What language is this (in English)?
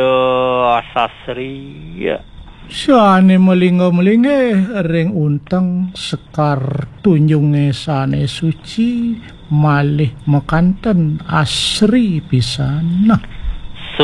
Balinese